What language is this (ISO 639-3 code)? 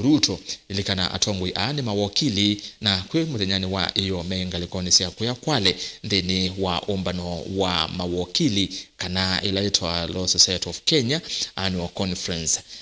kam